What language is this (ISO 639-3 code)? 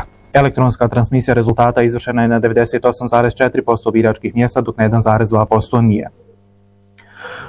bos